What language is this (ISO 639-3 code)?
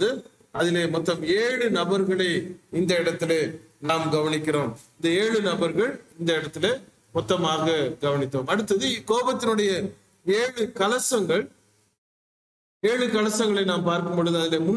tam